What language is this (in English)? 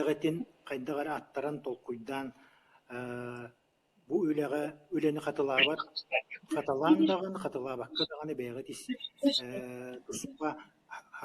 Yakut